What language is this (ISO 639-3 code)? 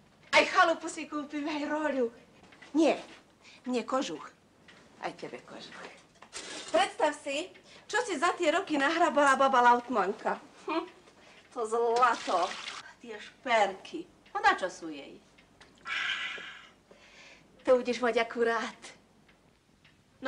slk